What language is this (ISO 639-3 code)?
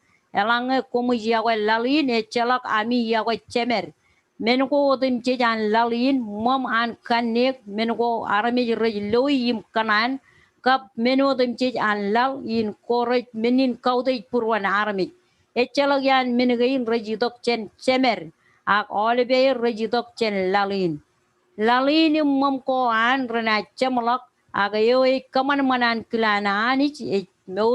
mah